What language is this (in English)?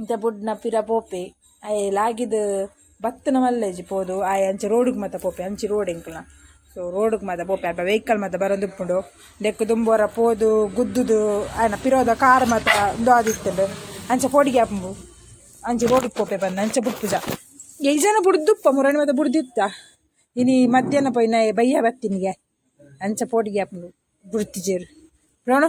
Tulu